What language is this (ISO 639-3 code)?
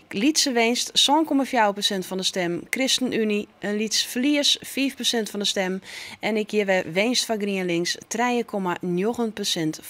fry